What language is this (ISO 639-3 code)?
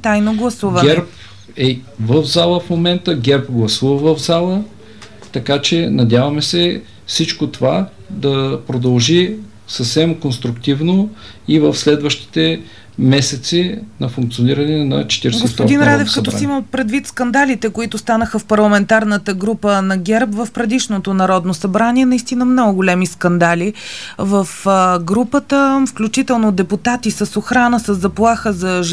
bul